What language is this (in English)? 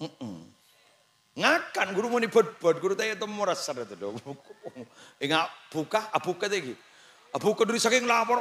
Madurese